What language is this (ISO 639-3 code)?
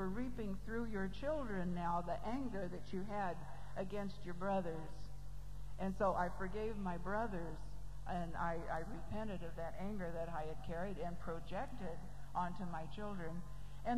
eng